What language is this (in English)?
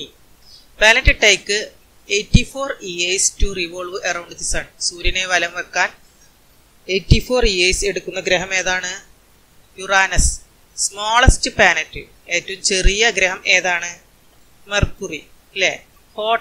Malayalam